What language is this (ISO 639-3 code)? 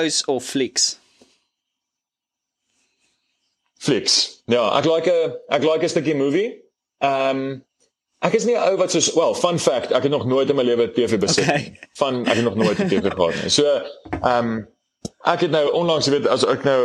afr